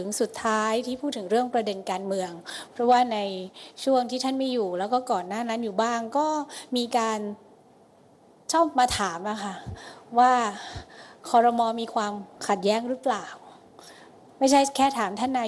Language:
Thai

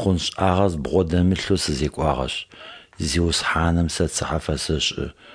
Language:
Adyghe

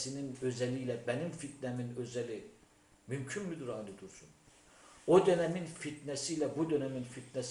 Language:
Turkish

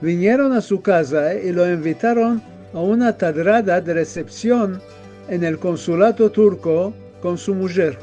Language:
Ladino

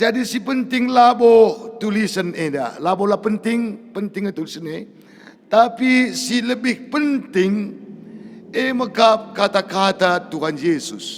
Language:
Batak Karo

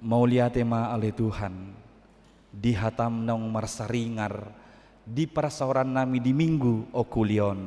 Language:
Batak Toba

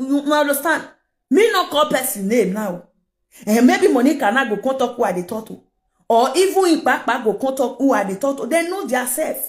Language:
Nigerian Pidgin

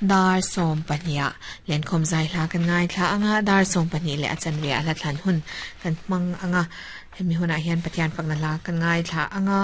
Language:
Mizo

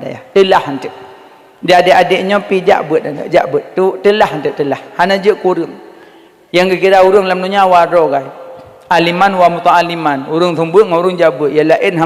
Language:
Achinese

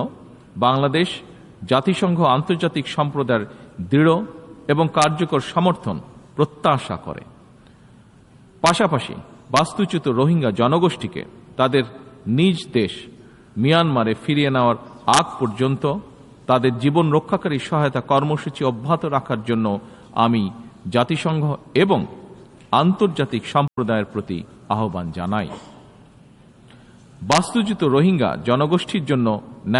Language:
Bangla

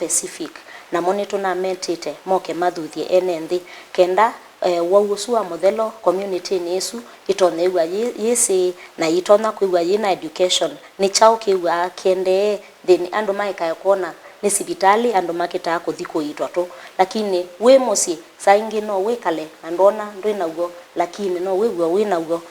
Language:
Kamba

